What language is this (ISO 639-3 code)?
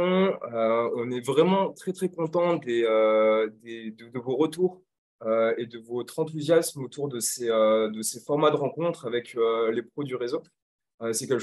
fra